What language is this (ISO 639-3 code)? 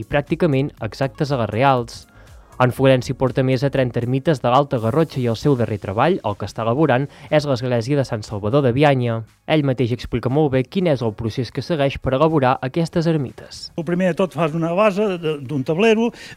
cat